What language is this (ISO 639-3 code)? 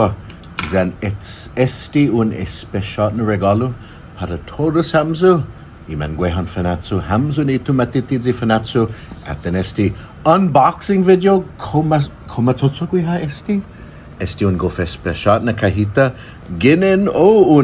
cha